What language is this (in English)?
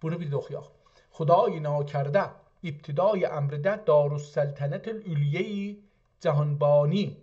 South Azerbaijani